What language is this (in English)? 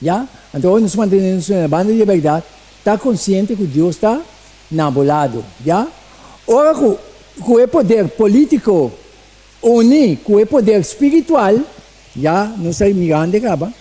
Papiamento